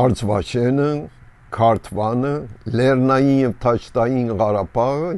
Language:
Armenian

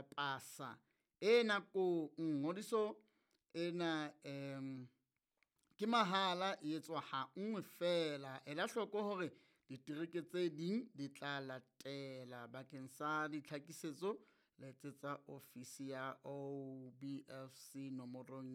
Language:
Southern Sotho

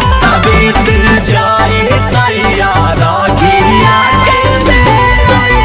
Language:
Magahi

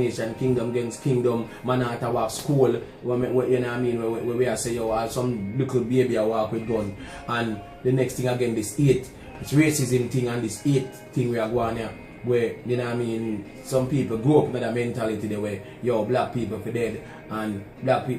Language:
Jamaican Creole English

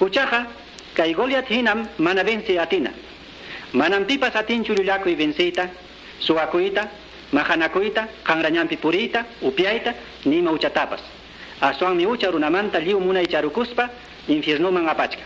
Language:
Ayacucho Quechua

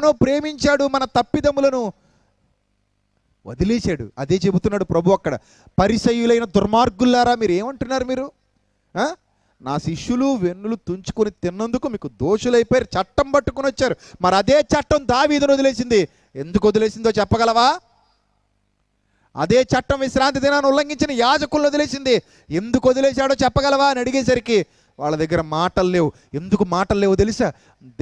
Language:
Telugu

